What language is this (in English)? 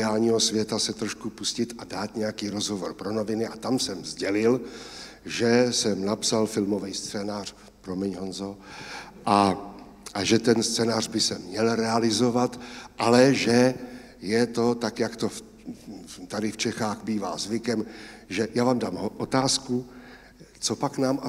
Czech